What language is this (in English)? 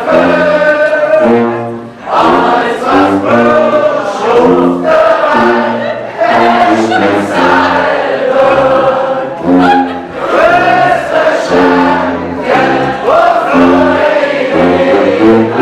Swiss German